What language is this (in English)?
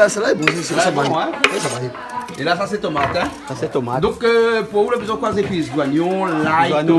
Réunion Creole French